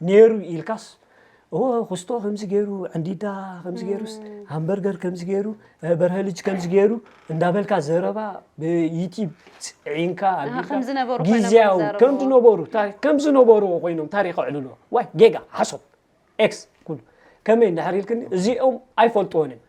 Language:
Tigrinya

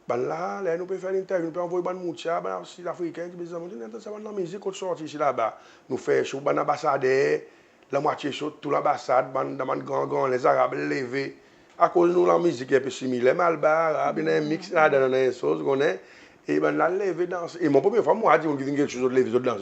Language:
Seselwa Creole French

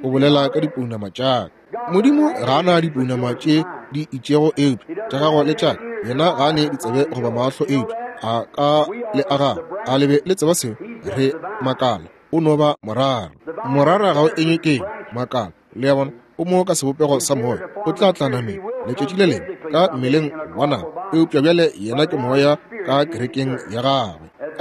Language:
Northern Sotho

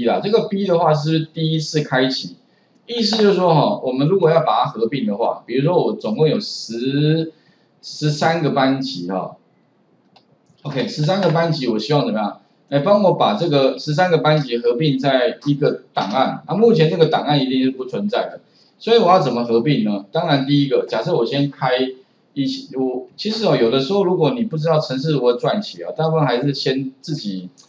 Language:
Chinese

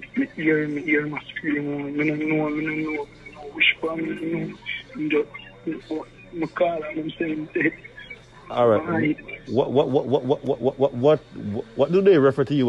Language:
Jamaican Creole English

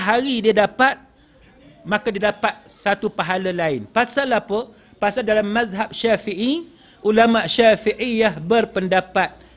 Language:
Malay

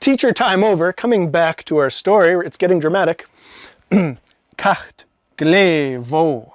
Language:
Scottish Gaelic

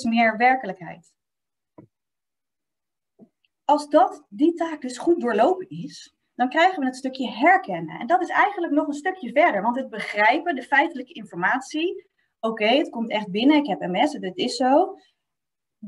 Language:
Dutch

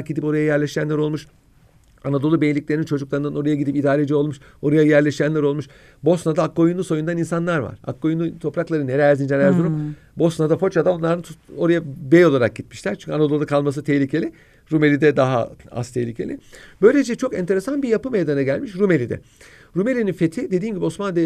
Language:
Turkish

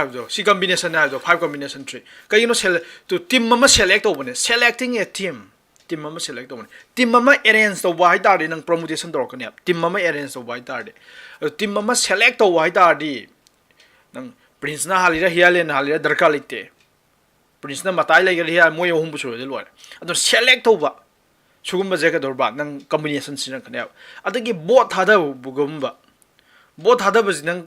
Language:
Manipuri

